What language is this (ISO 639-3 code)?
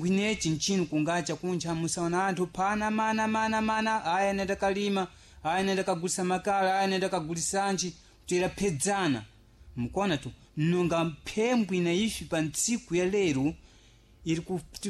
seh